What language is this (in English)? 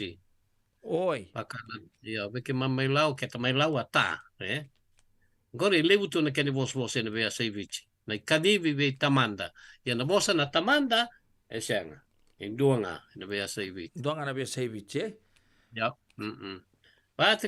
Fijian